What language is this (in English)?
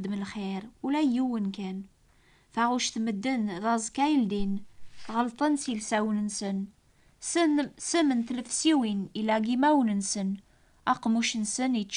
Kabyle